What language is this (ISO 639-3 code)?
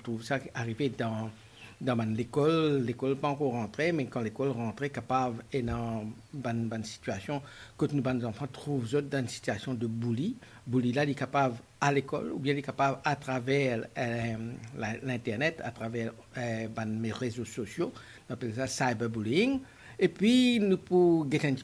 mfe